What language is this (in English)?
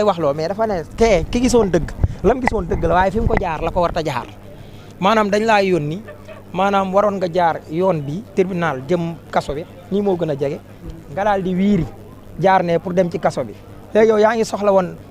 Wolof